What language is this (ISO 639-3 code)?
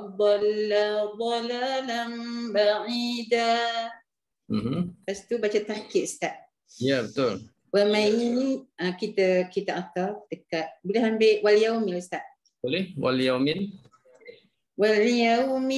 msa